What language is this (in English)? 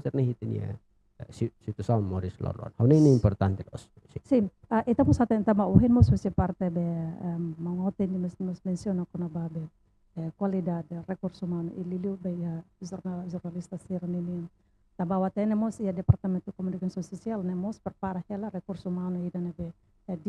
Tetum